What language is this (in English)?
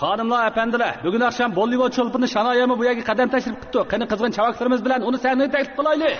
Uyghur